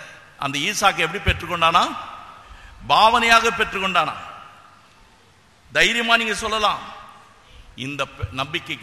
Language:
Tamil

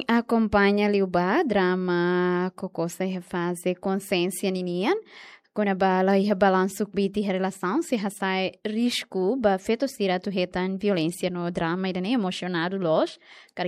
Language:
Tetum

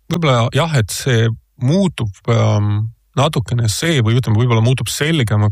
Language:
Estonian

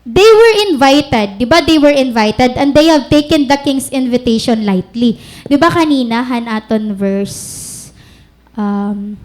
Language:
Waray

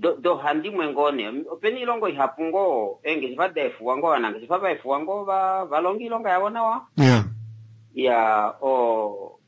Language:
Kuanyama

